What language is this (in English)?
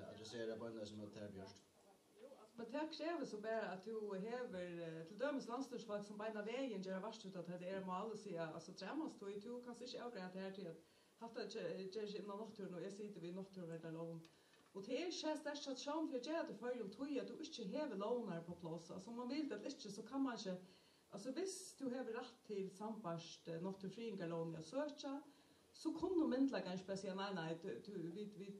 Faroese